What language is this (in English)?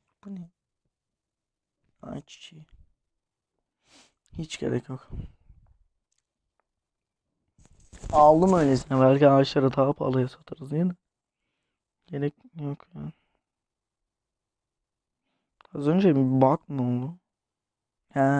Turkish